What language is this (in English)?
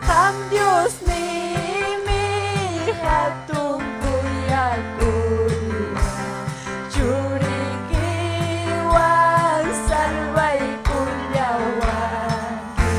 Ayacucho Quechua